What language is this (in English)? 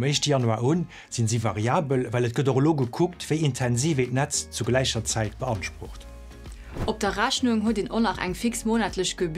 Luxembourgish